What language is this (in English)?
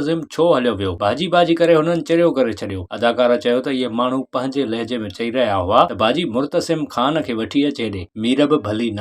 Sindhi